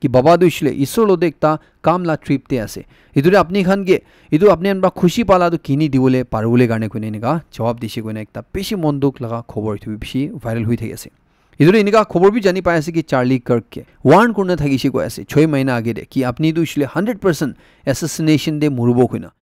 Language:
Naga Pidgin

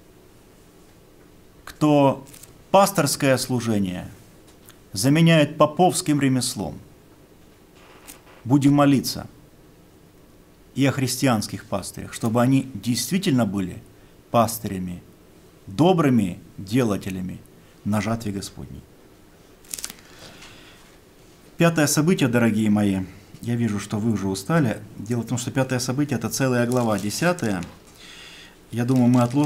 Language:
Russian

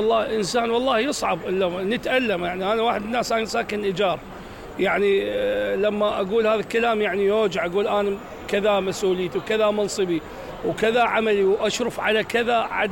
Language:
Mesopotamian Arabic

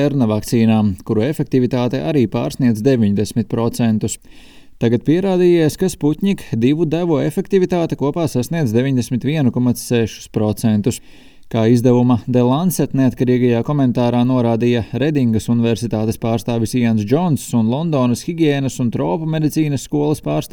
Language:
Latvian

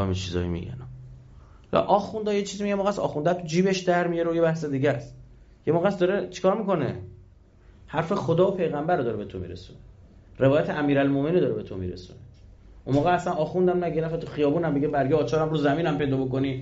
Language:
Persian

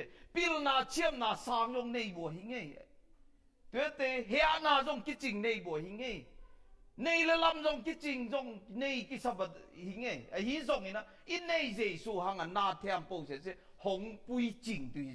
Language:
Tedim Chin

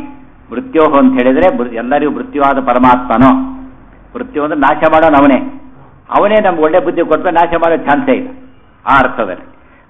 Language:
Kannada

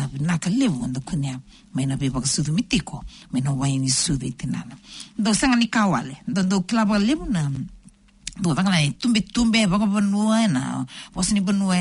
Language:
Fijian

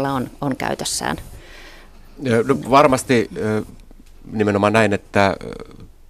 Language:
Finnish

